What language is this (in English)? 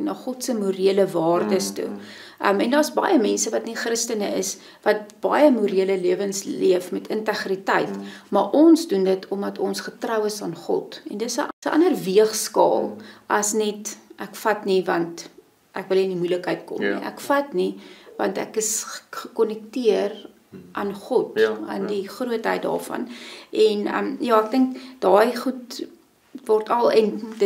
Afrikaans